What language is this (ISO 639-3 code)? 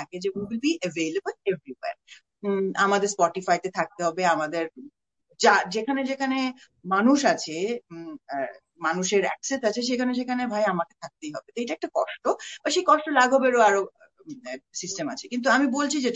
ben